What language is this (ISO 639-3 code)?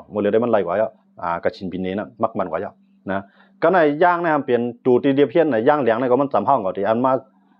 shn